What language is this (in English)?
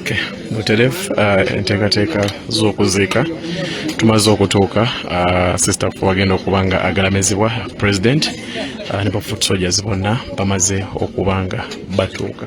Ganda